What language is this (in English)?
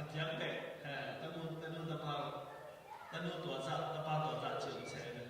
Tedim Chin